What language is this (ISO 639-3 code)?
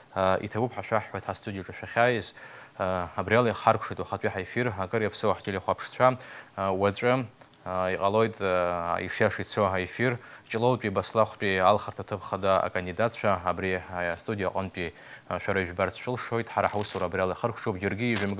abk